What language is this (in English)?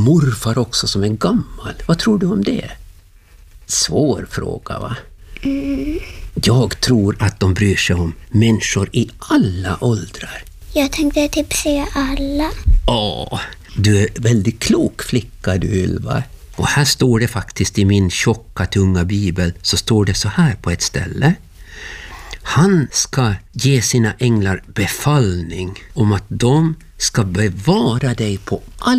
Swedish